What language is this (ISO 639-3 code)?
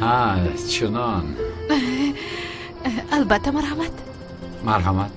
tgk